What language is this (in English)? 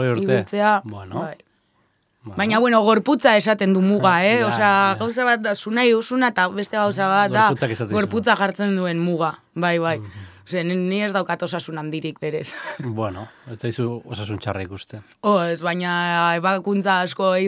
Basque